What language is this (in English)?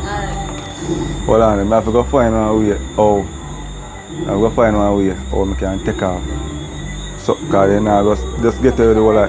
Jamaican Creole English